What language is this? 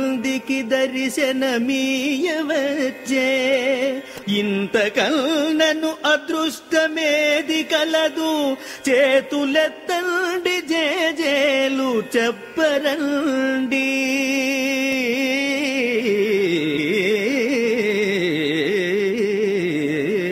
Telugu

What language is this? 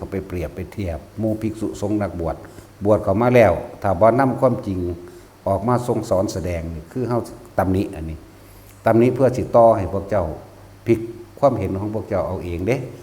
Northeastern Thai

